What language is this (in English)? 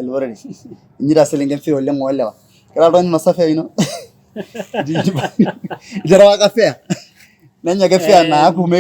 Masai